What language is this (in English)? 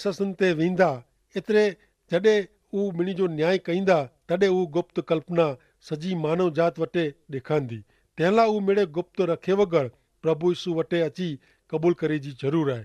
Kachhi